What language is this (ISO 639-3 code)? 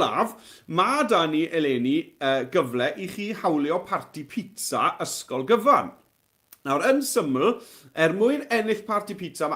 cym